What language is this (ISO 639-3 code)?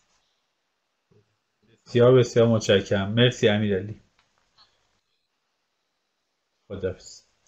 fas